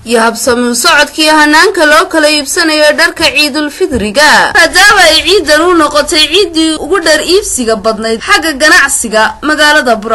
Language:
Somali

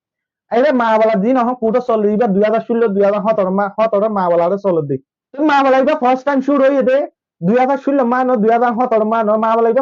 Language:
Rohingya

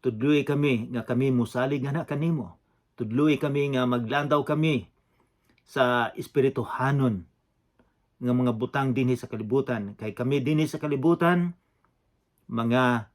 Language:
Cebuano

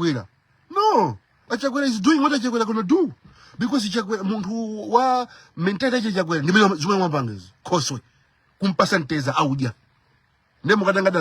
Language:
Nyanja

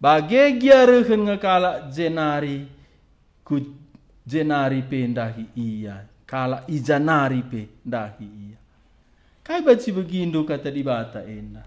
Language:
Batak Karo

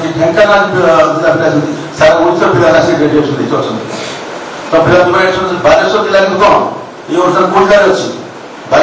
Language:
Odia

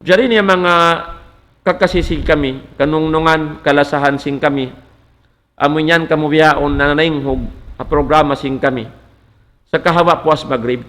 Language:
Tausug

